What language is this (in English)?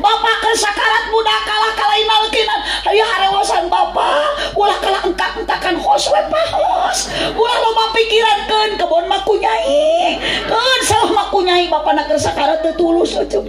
Sundanese